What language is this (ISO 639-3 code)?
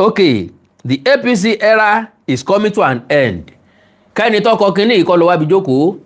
yor